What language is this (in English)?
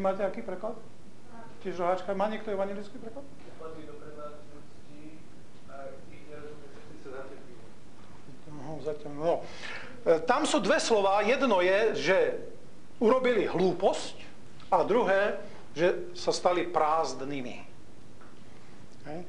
Slovak